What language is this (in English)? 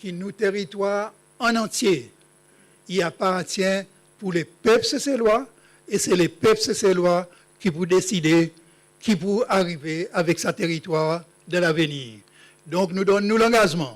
Seselwa Creole French